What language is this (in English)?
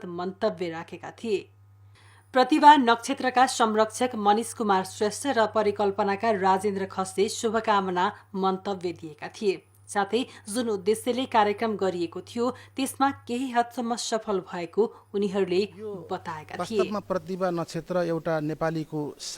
Nepali